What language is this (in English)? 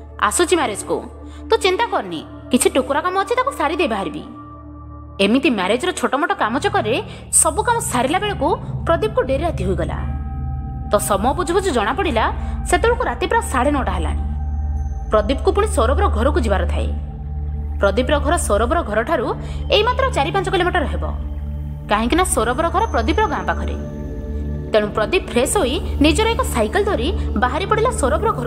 Odia